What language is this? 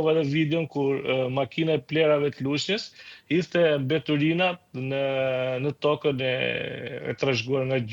Albanian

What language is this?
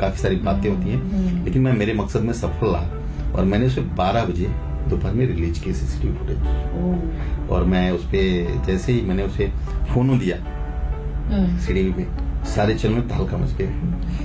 Hindi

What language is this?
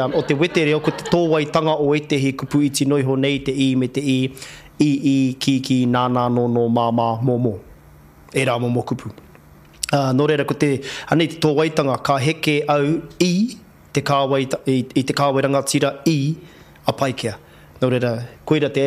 Māori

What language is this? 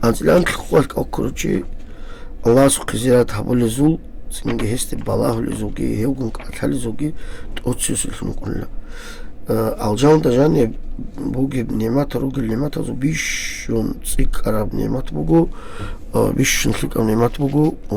Avaric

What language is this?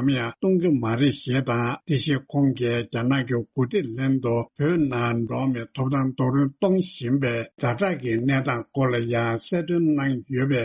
Tibetan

